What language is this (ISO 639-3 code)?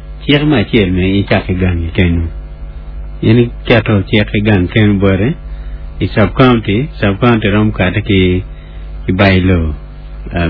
ach